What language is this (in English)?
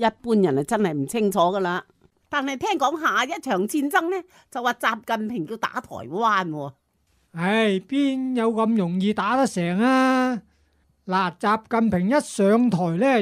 Cantonese